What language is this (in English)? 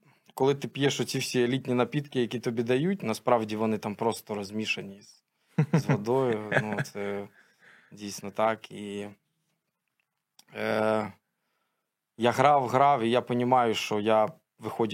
Ukrainian